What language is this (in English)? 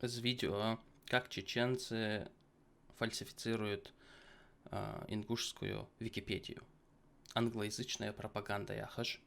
Ingush